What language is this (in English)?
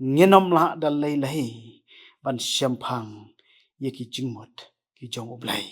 Khasi